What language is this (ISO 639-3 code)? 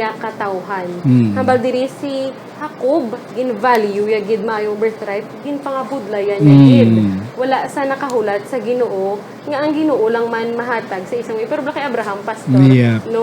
hil